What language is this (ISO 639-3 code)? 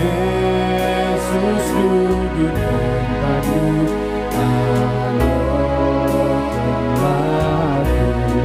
btx